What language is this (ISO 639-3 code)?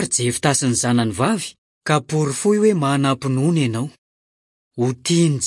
mlg